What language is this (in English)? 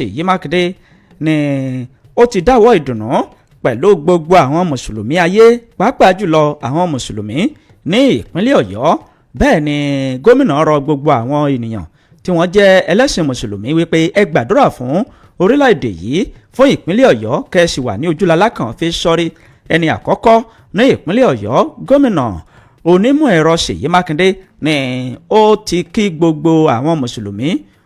Yoruba